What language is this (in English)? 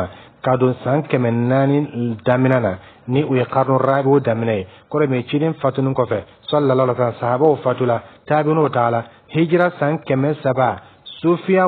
Dyula